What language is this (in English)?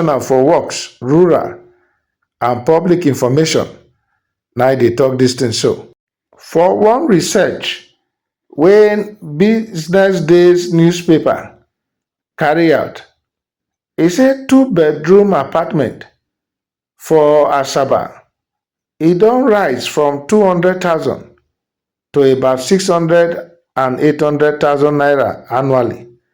Nigerian Pidgin